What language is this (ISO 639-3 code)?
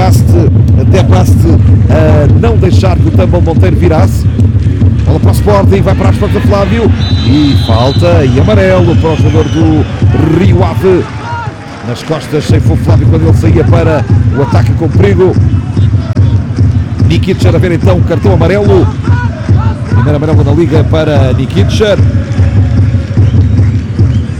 por